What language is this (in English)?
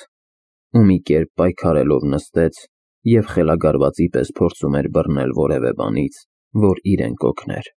Armenian